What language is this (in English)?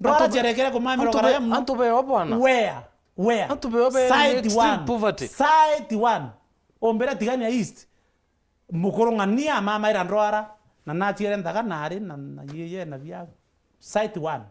Meru